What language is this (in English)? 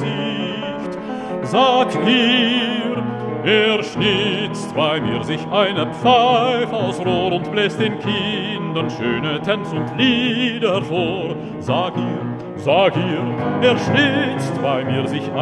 German